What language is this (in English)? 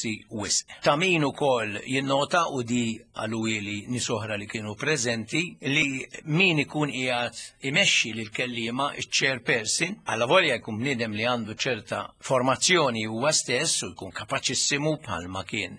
Maltese